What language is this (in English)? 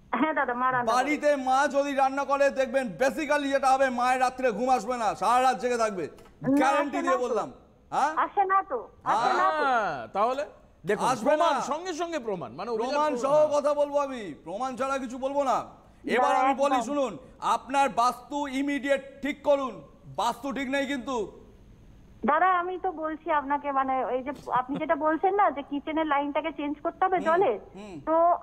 Bangla